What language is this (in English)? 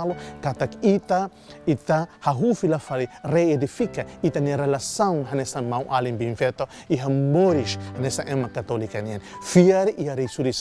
Tetum